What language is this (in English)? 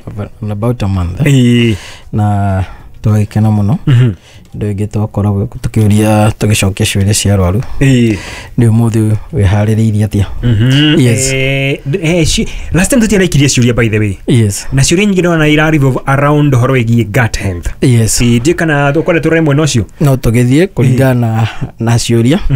Kikuyu